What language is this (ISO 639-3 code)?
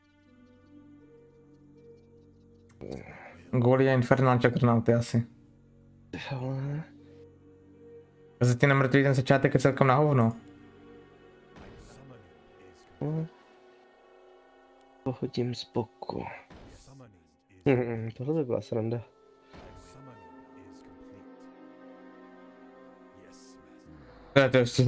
ces